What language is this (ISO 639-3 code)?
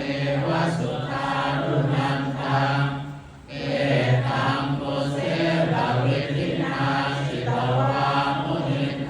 pli